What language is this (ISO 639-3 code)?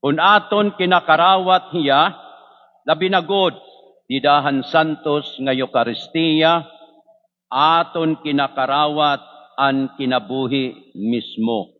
war